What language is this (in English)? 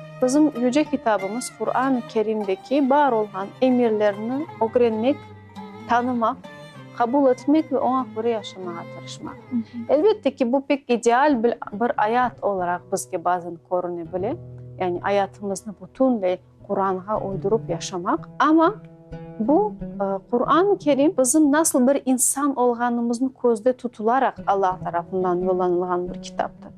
Crimean Tatar